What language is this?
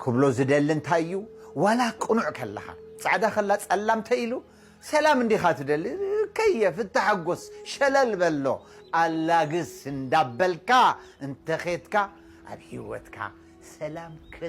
Tigrinya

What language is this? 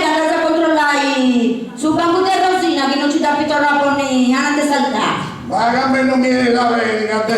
Sardinian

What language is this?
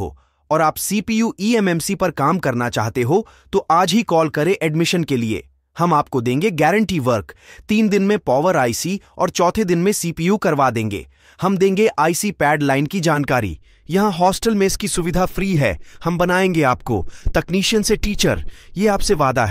Hindi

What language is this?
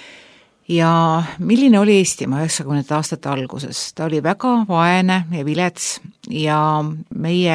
Estonian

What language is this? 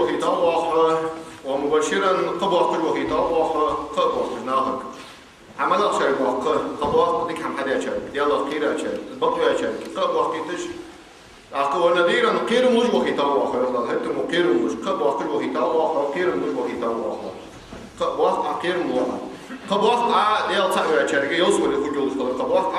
Ingush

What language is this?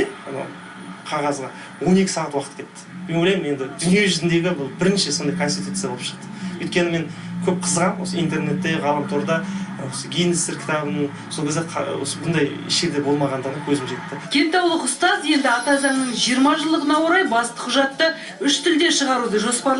Kazakh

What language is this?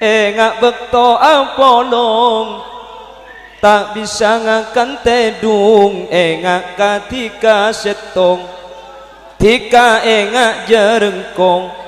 Madurese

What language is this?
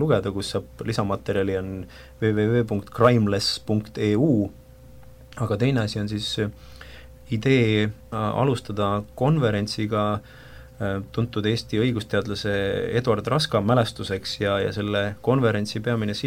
Estonian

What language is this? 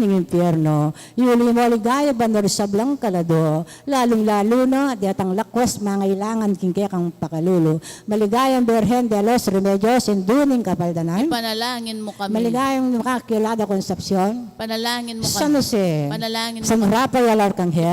Pampanga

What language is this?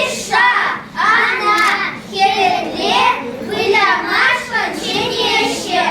Chuvash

